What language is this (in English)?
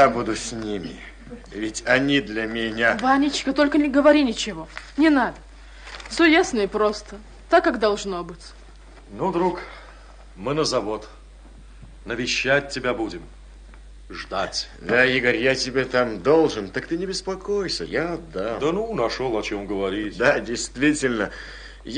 Russian